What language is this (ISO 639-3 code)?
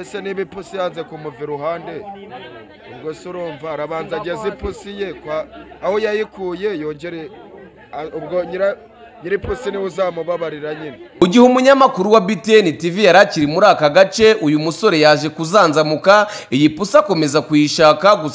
kin